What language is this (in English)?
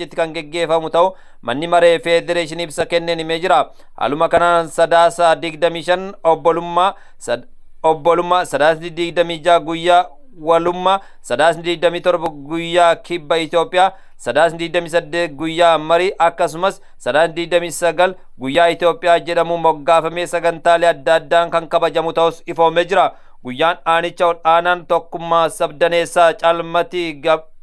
Oromo